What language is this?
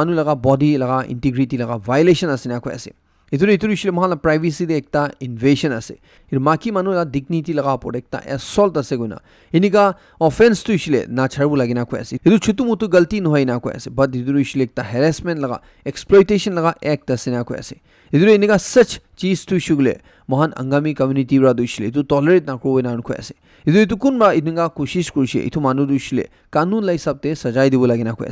Naga Pidgin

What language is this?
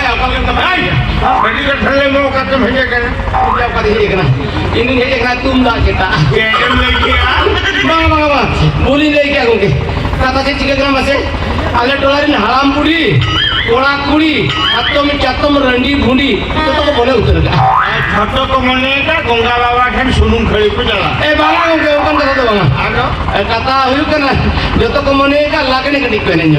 Santali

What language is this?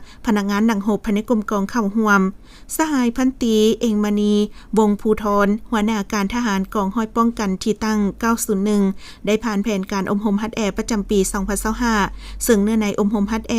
Lao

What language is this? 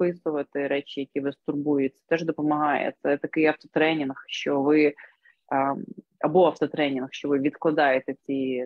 Ukrainian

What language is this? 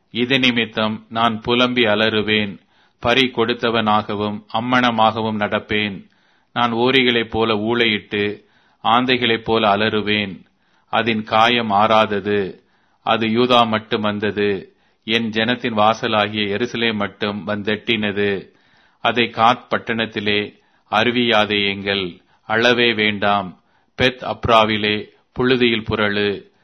Tamil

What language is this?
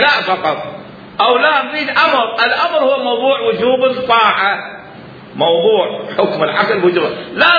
Mesopotamian Arabic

